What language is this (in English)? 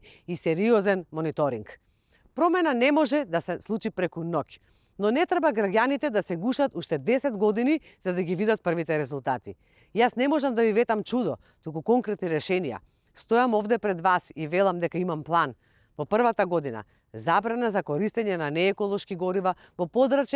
Macedonian